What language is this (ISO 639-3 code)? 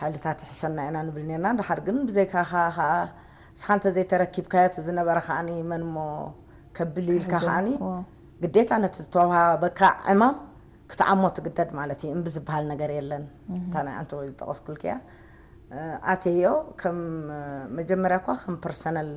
tir